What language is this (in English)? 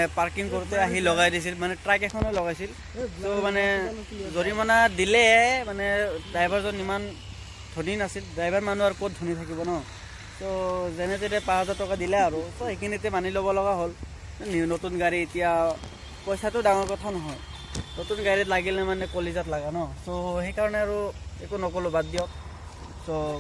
Assamese